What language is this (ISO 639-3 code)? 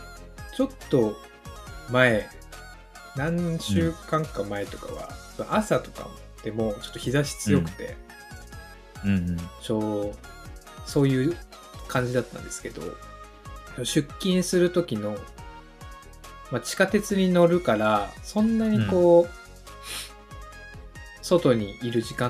jpn